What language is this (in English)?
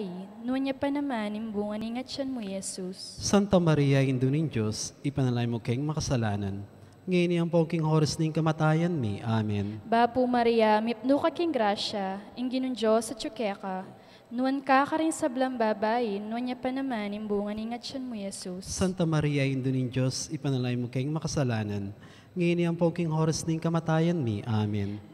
Pampanga